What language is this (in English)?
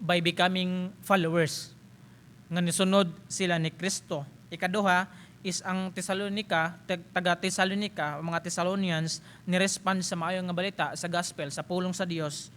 Cebuano